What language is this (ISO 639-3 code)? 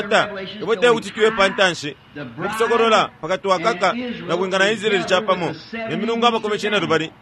bem